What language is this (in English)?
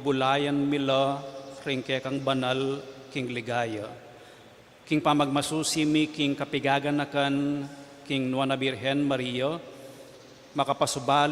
Pampanga